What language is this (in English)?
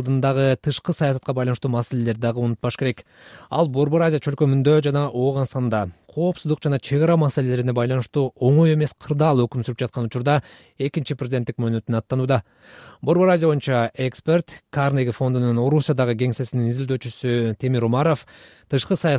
Kyrgyz